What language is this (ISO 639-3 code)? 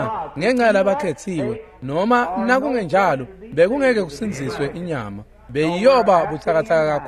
ssw